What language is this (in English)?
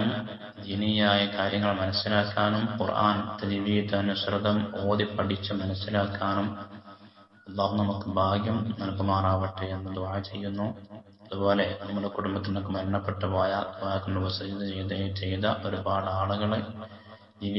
Malayalam